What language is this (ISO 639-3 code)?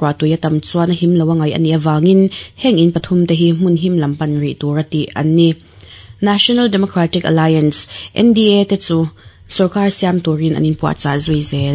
lus